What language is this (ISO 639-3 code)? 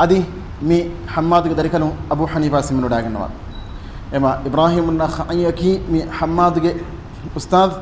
div